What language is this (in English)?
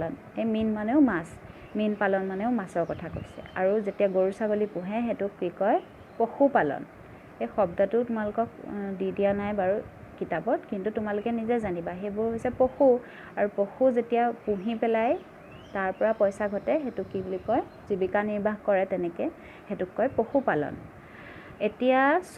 Assamese